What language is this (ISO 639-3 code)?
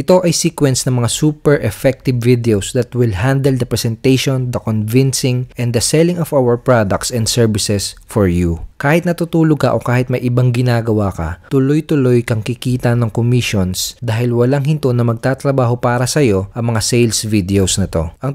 fil